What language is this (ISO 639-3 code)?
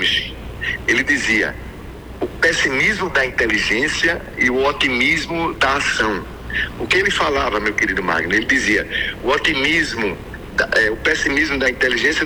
por